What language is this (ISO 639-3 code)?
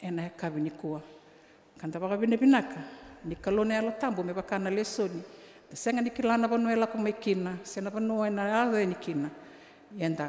fij